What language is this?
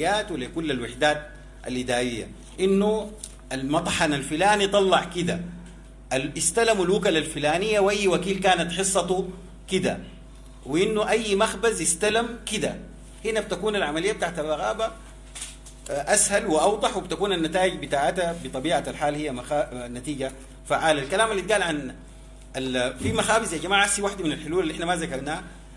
Sudanese Arabic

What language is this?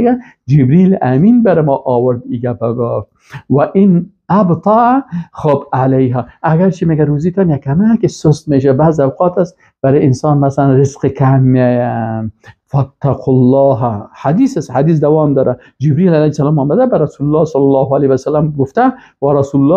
Persian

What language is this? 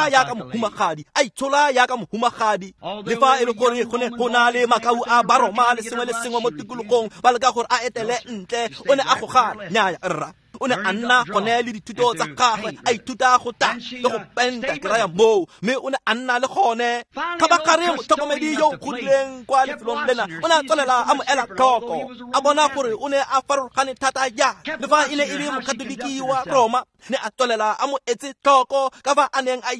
Tswana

